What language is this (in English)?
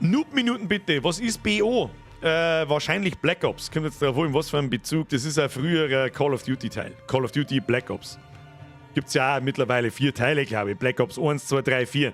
Bavarian